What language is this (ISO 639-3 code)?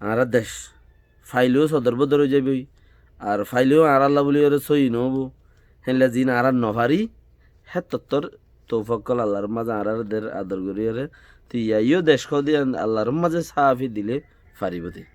rhg